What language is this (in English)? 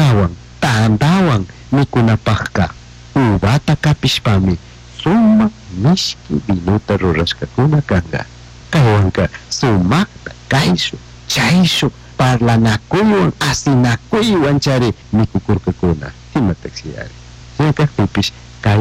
Chimborazo Highland Quichua